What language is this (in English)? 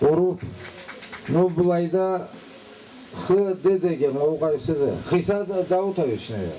Karachay-Balkar